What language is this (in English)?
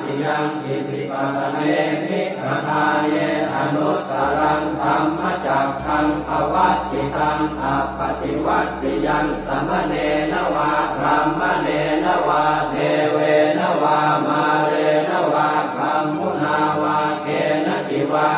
Pali